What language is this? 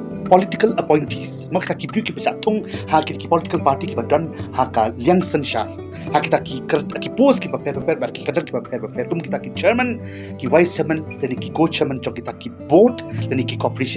Khasi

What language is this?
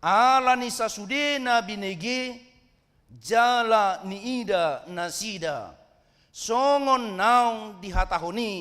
Batak Toba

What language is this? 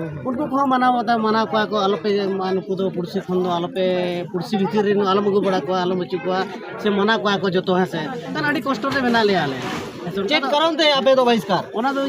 Santali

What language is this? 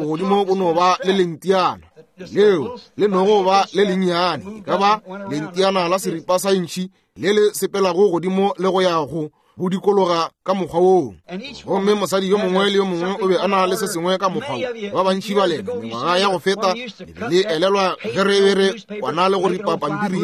Northern Sotho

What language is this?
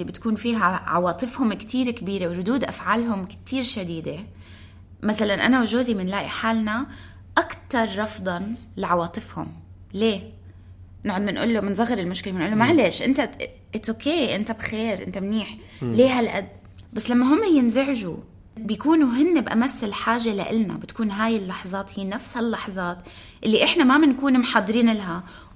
North Levantine Arabic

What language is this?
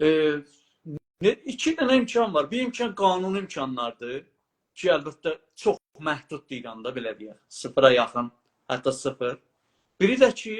South Azerbaijani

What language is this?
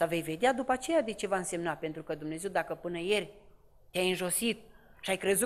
Romanian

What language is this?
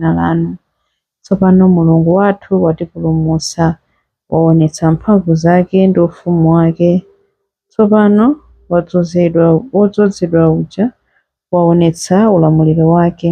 Nyanja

